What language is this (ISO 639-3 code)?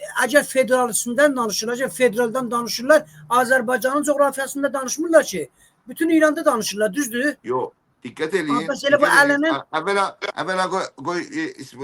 azb